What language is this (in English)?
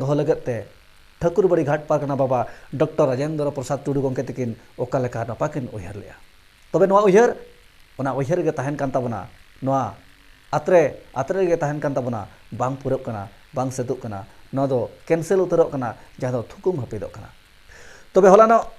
Santali